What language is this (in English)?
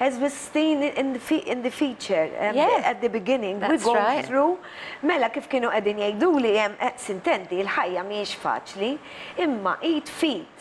Maltese